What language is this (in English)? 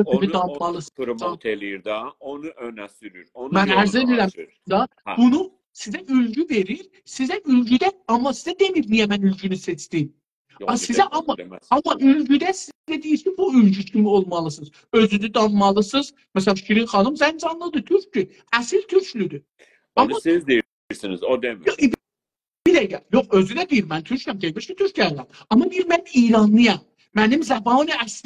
South Azerbaijani